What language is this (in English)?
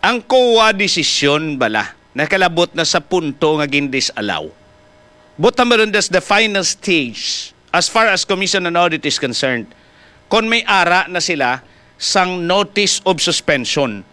Hiligaynon